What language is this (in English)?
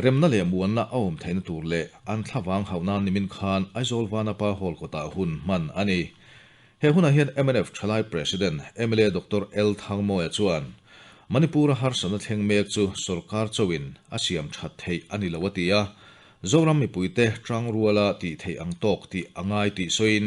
Mizo